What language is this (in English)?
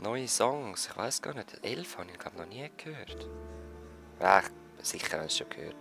Swiss German